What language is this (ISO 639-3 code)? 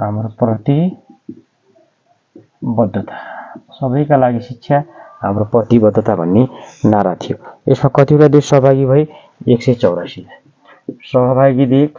nep